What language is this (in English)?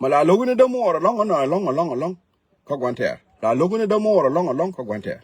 Nuer